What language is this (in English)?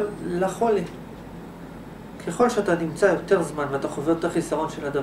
Hebrew